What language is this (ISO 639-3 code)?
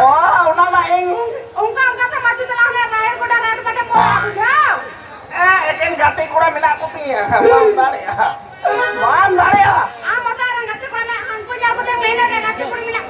sat